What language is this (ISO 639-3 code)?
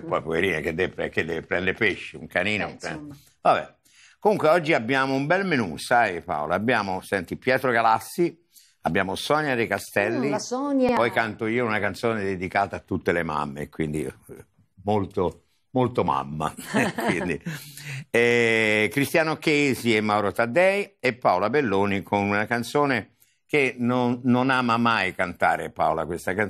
ita